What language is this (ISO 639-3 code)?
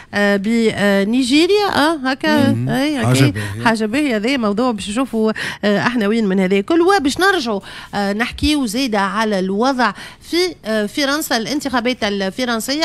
aeb